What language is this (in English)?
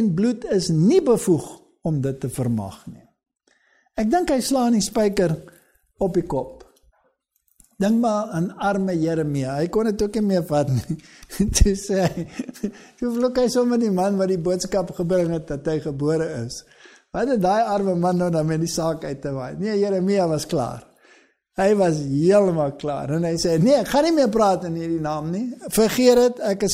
Afrikaans